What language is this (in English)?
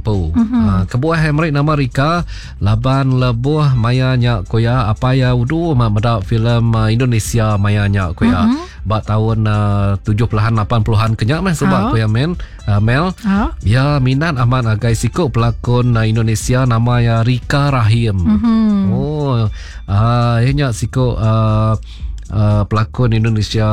Iban